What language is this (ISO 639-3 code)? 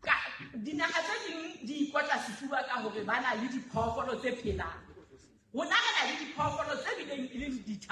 sot